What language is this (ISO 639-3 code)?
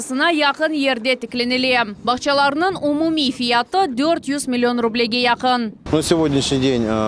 crh